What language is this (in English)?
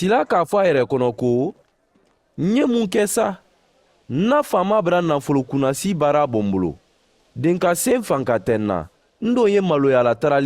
Mandingo